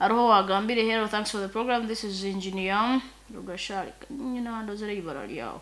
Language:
Nyankole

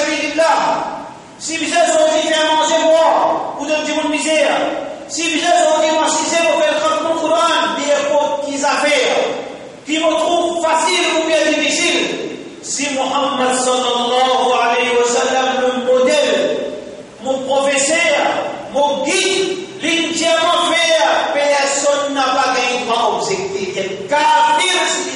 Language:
Morisyen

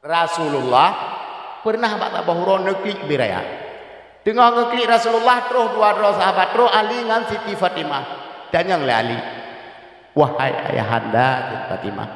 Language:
Achinese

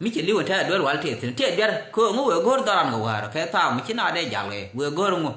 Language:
Nuer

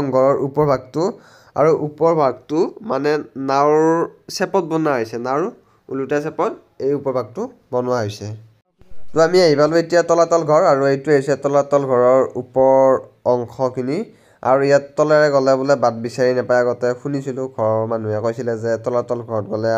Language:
Assamese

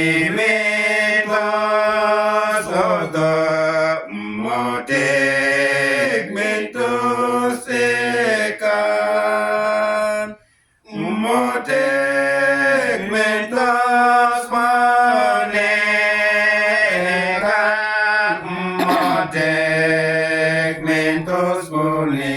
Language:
Uduk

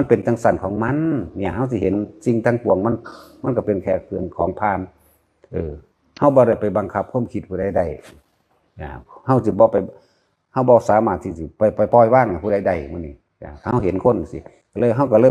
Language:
Northeastern Thai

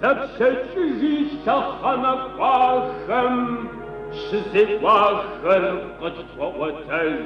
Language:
Kabardian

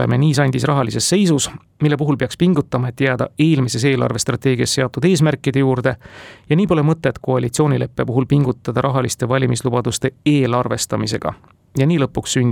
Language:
Estonian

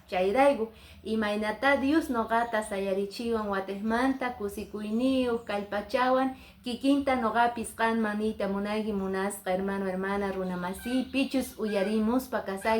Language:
Quechua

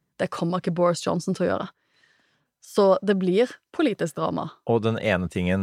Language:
Norwegian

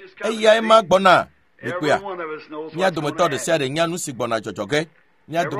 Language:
Ewe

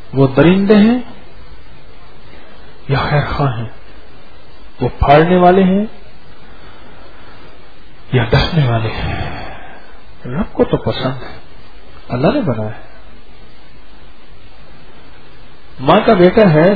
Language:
Urdu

